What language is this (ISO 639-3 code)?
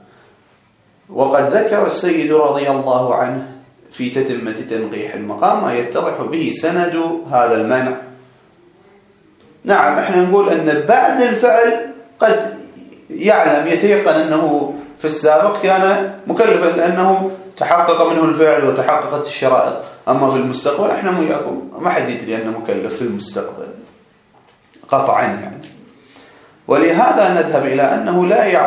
ara